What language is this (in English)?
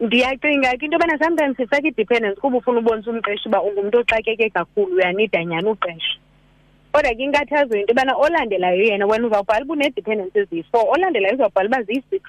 Xhosa